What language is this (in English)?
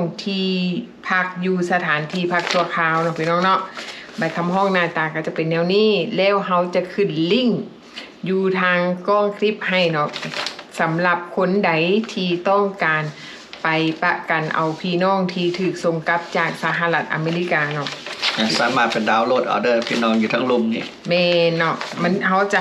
Lao